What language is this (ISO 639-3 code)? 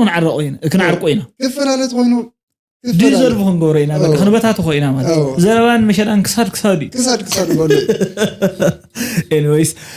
tir